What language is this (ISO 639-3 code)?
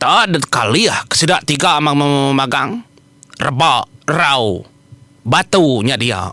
iba